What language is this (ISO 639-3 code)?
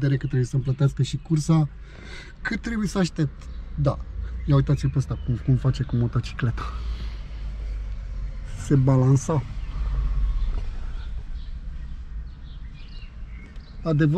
ron